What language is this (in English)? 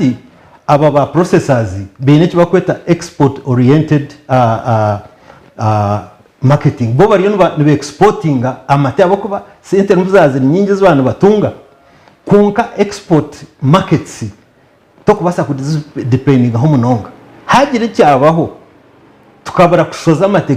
Nyankole